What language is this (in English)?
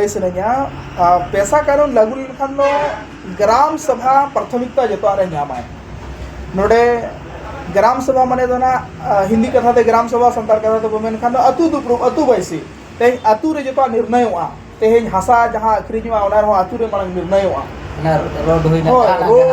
Santali